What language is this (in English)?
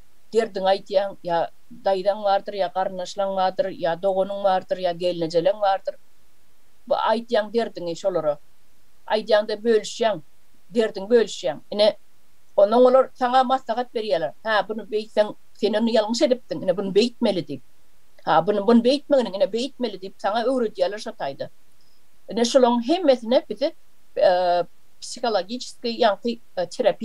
Turkmen